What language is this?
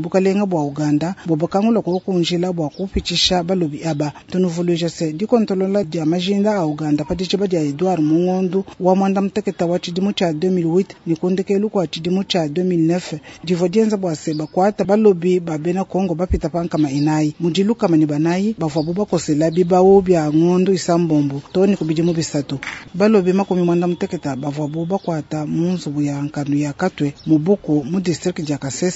Luba-Lulua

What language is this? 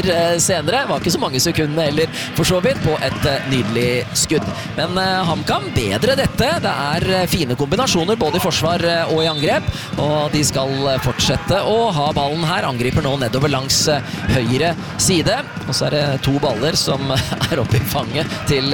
Norwegian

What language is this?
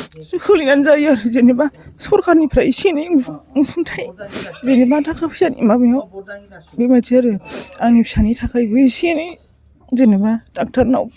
Bodo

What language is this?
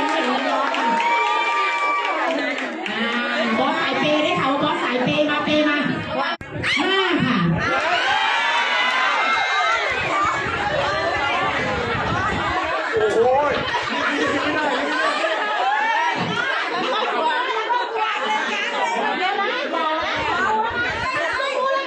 Thai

